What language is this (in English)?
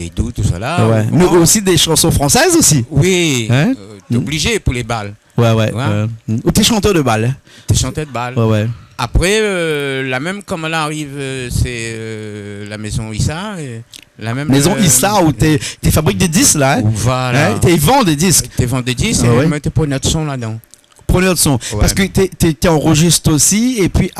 Réunion Creole French